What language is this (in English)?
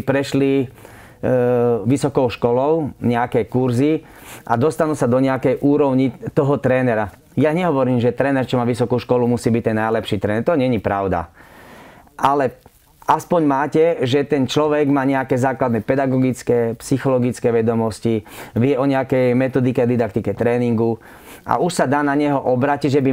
Slovak